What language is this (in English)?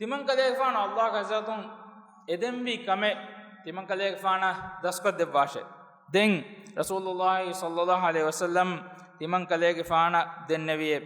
Divehi